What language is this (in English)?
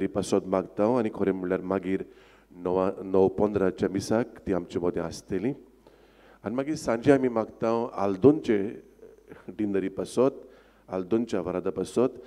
Konkani